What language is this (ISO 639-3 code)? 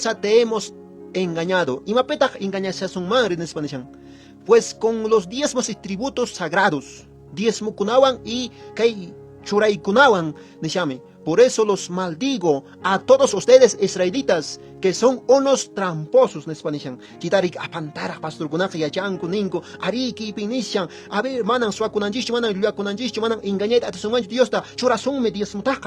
que